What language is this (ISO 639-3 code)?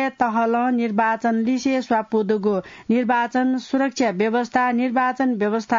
new